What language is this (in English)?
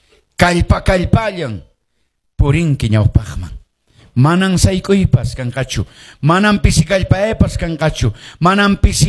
Quechua